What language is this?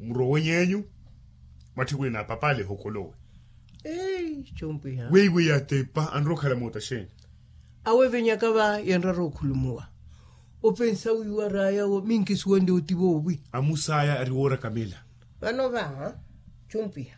Makhuwa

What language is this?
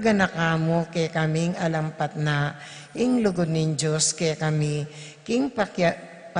Pampanga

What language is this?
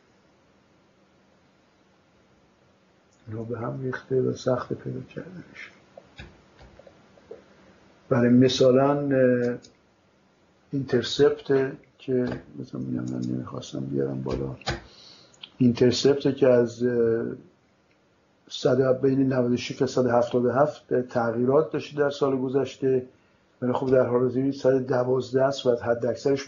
Persian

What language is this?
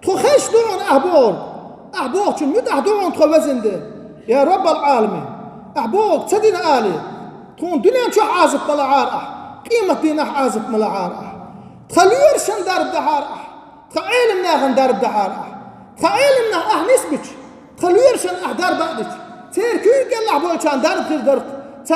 Chechen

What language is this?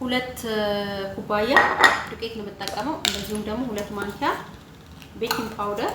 Amharic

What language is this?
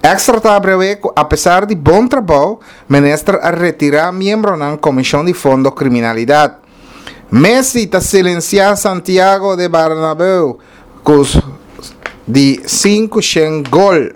Papiamento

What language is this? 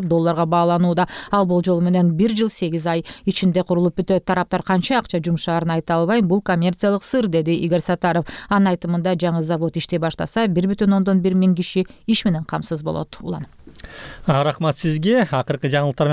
Kyrgyz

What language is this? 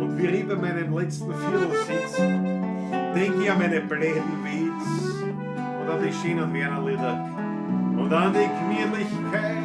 Bavarian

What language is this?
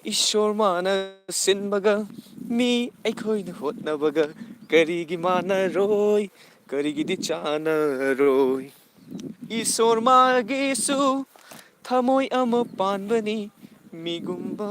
Manipuri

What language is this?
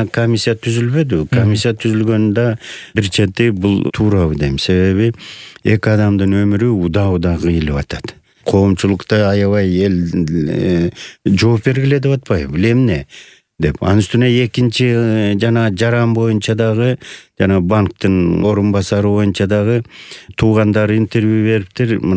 Kyrgyz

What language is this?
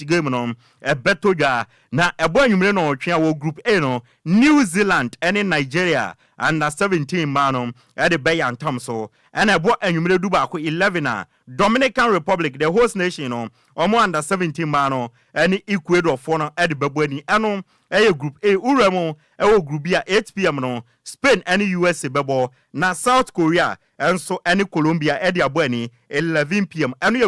Akan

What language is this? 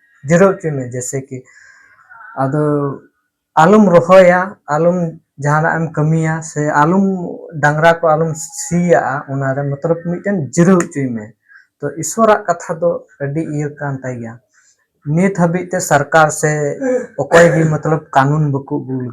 Santali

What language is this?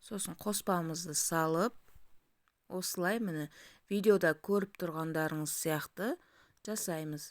Kazakh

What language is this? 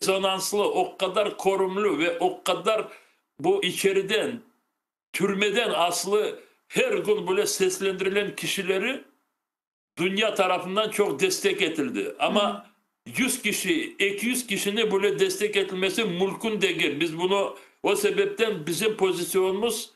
Crimean Tatar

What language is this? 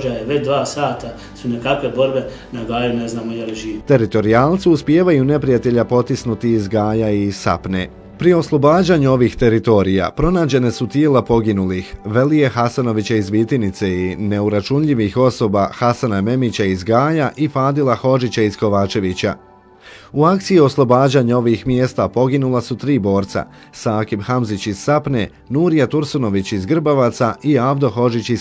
Bosnian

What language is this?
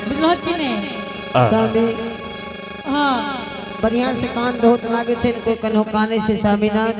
Angika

